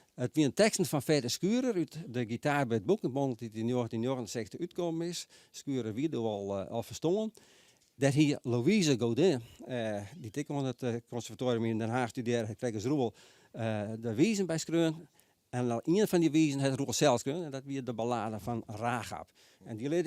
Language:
Western Frisian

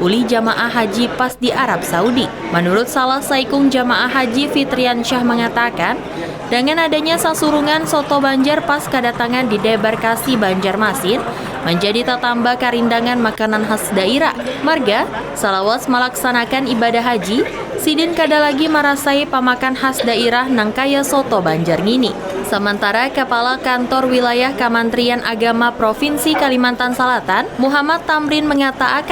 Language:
Banjar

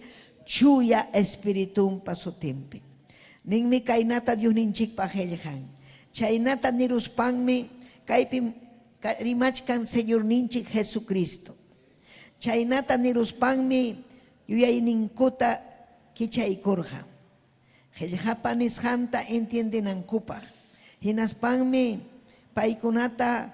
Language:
Ayacucho Quechua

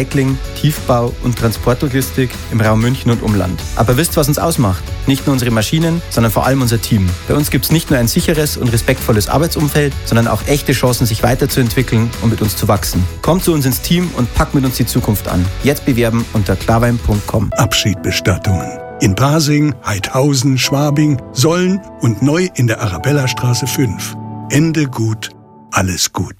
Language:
German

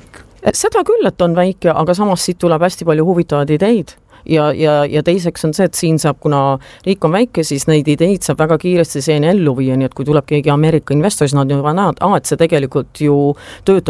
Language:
Estonian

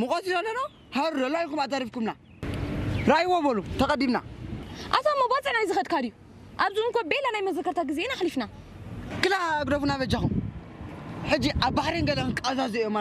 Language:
Tigrinya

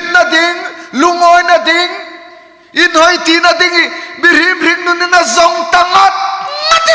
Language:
Hmar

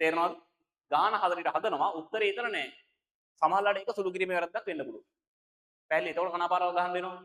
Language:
Sinhala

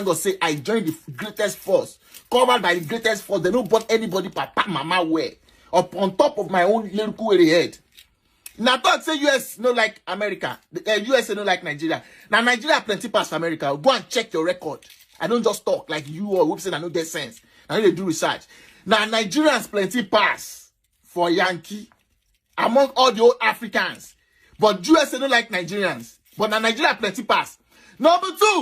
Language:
Yoruba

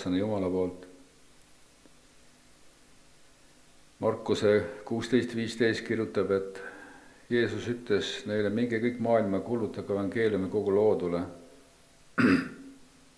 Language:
Estonian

